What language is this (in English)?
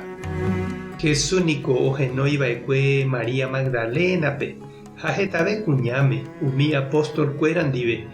Guarani